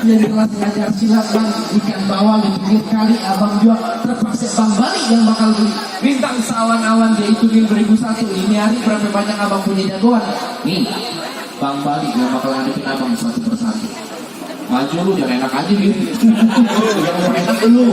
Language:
Betawi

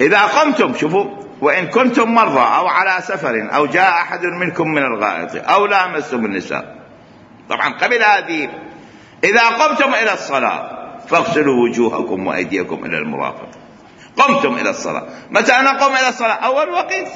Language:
Mesopotamian Arabic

